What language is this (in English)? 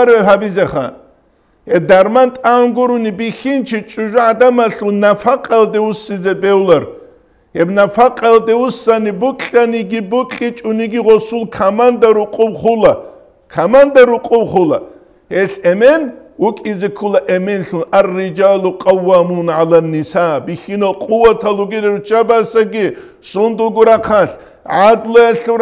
Avaric